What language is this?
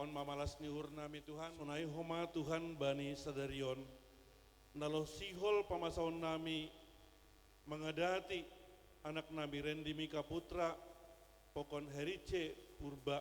Batak Simalungun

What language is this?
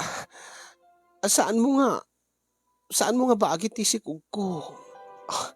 Iloko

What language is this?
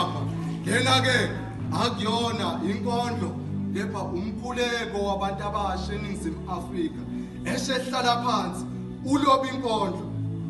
Zulu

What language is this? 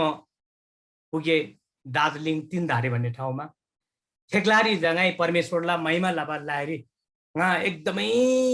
Eastern Tamang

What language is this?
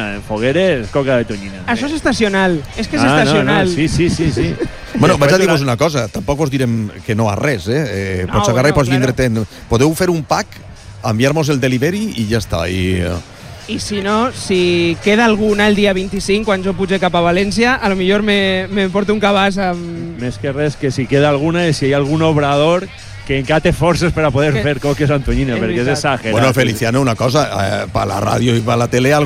Catalan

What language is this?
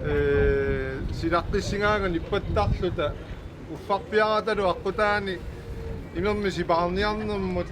Kalaallisut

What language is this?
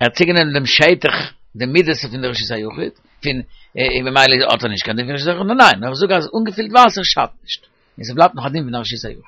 Yiddish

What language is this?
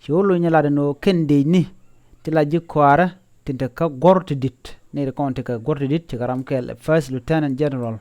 Nuer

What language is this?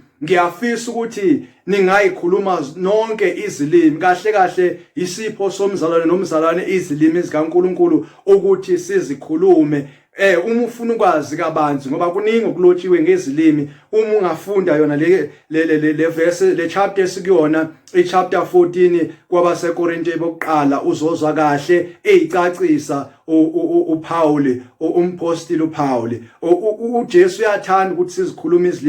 Zulu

